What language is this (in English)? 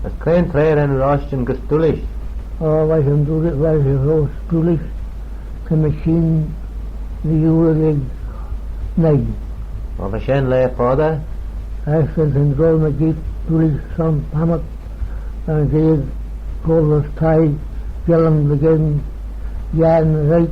Manx